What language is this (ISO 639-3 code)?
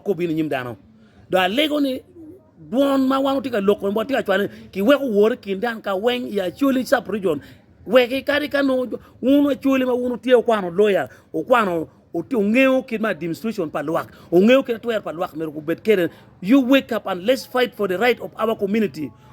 ach